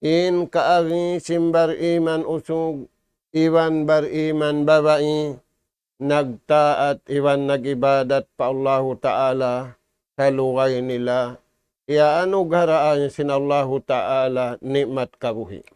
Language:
Tausug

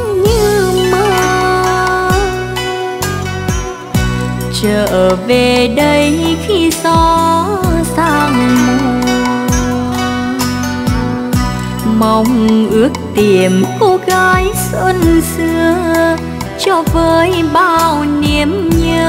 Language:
Vietnamese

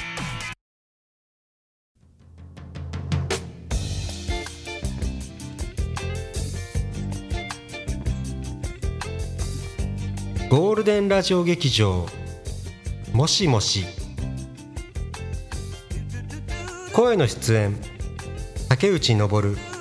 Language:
Japanese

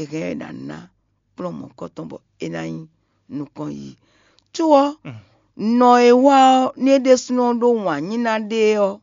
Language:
Fon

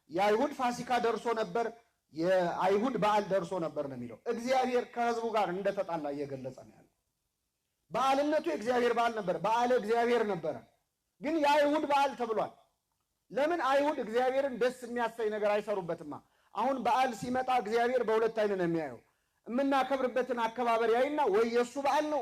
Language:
Amharic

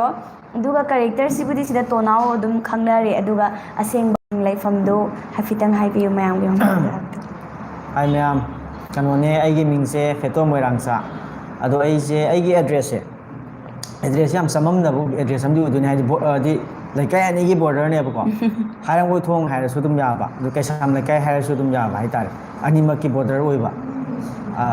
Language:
Manipuri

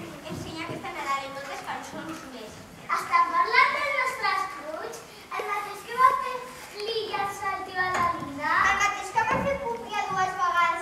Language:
Catalan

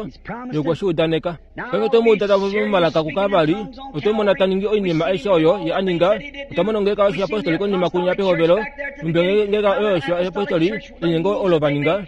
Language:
Kuanyama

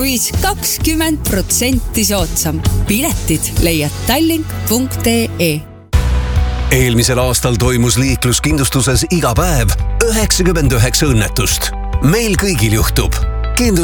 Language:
Estonian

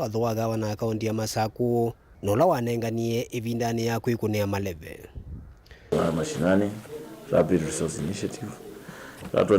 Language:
Kamba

